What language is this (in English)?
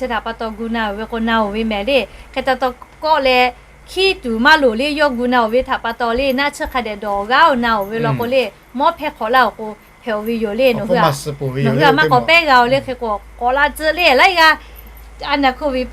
Lahu